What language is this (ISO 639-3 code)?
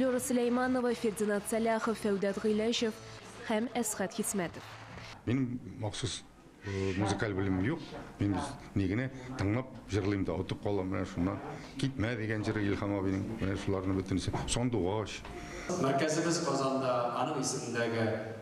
tat